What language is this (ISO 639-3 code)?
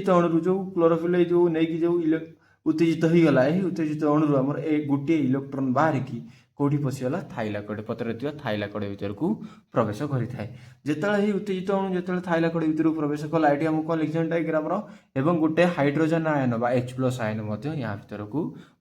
ori